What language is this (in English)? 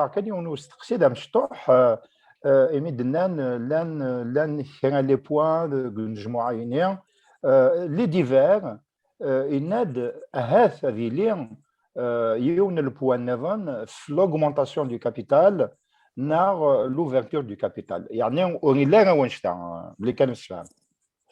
Kabyle